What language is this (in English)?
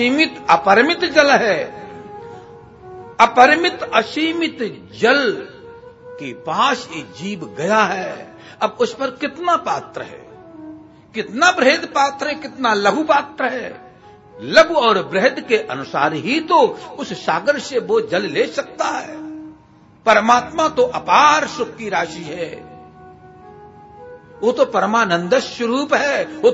Hindi